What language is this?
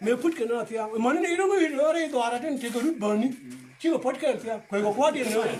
Nuer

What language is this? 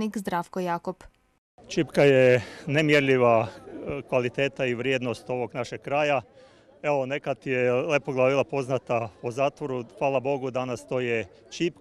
Croatian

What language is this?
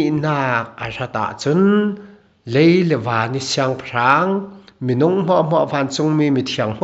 Falam Chin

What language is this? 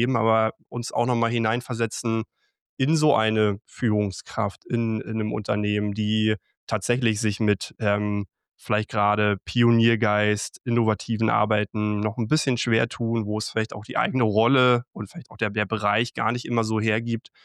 German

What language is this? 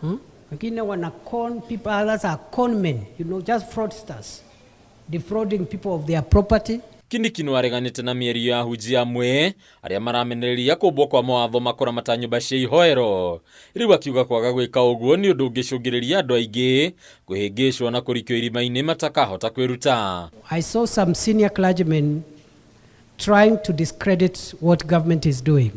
Kikuyu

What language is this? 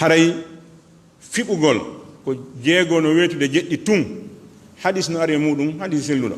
Fula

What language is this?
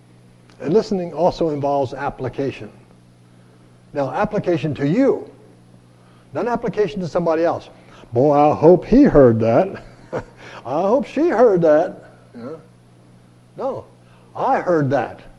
English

